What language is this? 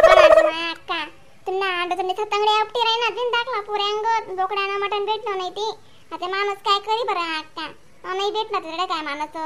Khandesi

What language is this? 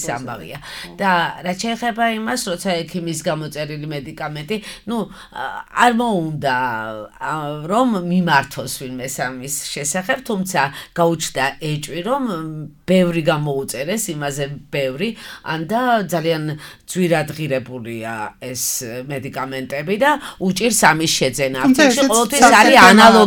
Georgian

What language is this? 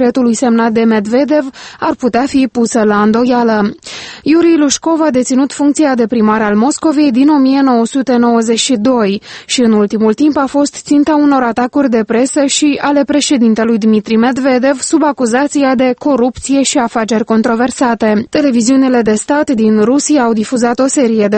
Romanian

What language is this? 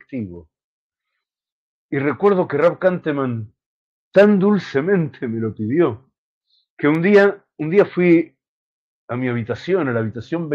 Spanish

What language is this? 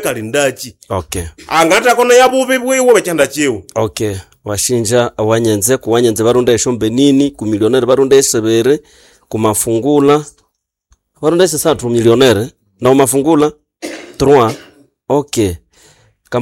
Nande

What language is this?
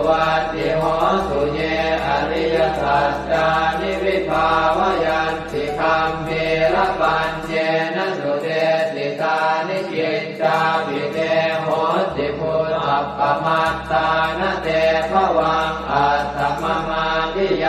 Pali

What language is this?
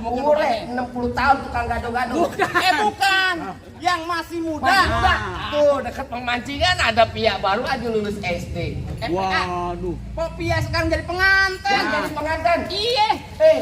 Betawi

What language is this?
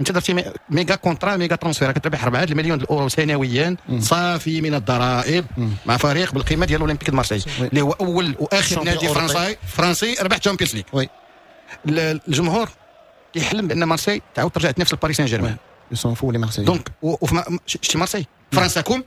Moroccan Arabic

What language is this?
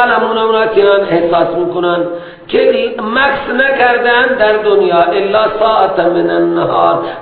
Persian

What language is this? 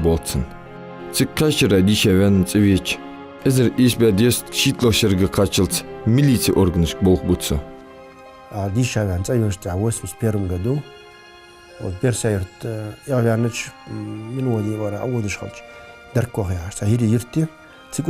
Ingush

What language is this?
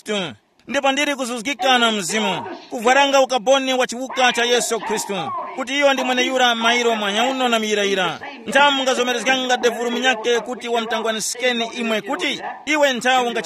Tumbuka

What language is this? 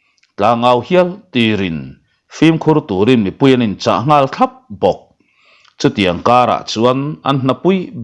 Mizo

